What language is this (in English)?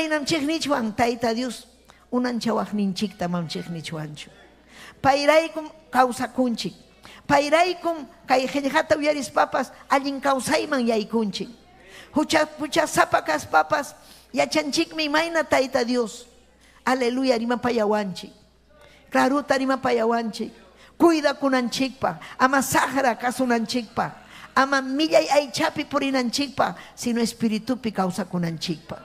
Ayacucho Quechua